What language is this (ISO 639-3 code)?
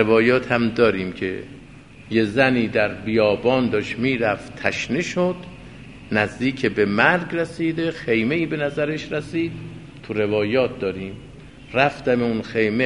fas